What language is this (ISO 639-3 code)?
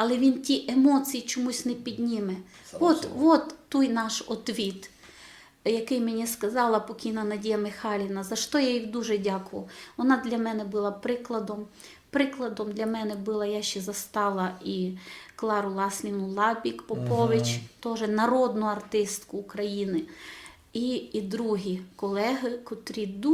rue